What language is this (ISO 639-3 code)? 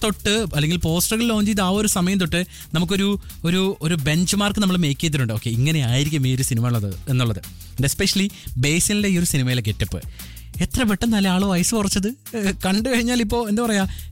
mal